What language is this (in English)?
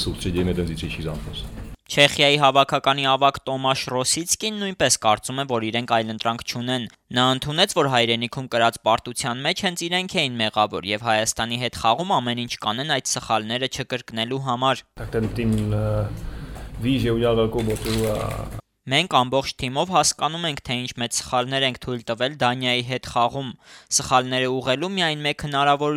Armenian